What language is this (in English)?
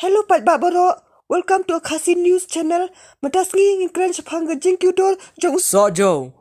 Khasi